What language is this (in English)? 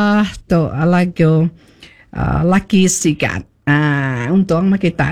Iban